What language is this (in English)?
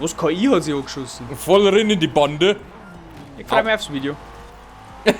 Bavarian